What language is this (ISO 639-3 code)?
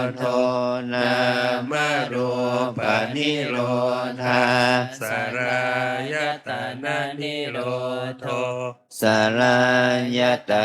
pli